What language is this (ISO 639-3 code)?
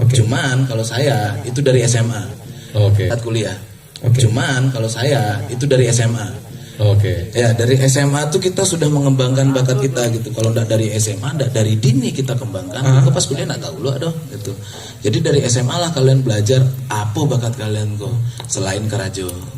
min